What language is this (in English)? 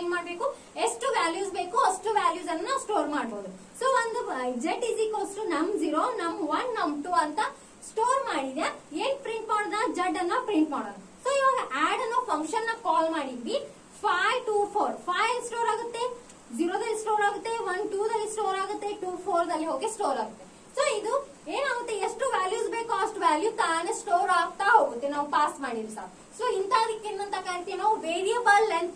Kannada